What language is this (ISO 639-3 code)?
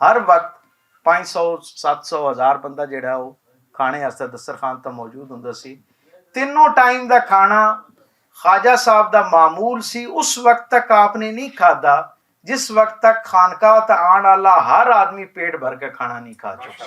lah